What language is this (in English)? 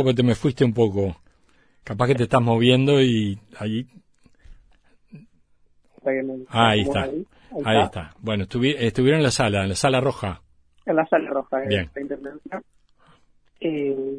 Spanish